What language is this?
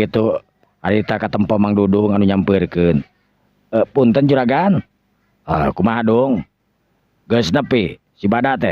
Sundanese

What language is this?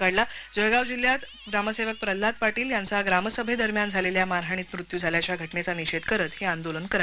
Marathi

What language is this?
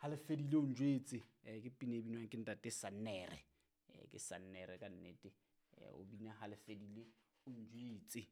Southern Sotho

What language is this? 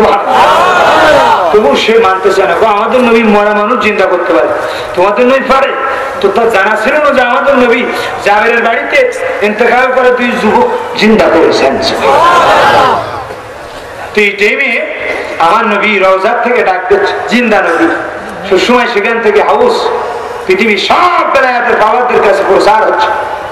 Bangla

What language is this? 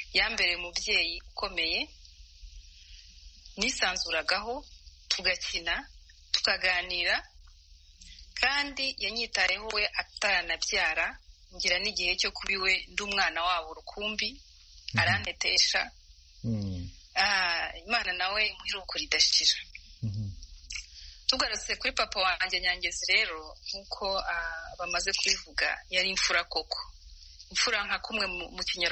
Kinyarwanda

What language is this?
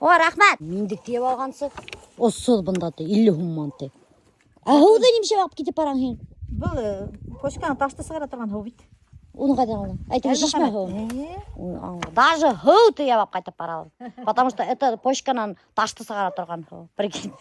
Bashkir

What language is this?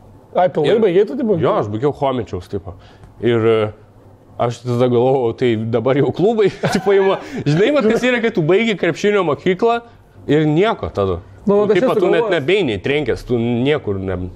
Lithuanian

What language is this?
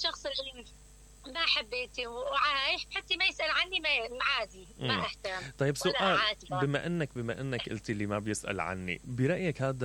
Mesopotamian Arabic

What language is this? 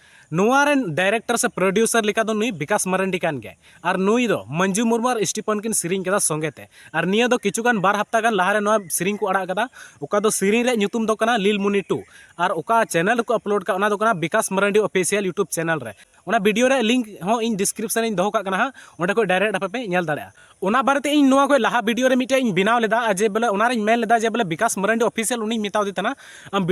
Santali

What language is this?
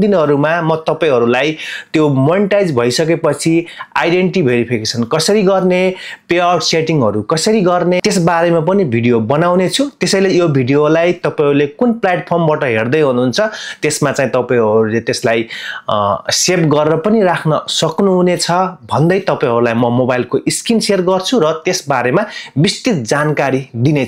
Nepali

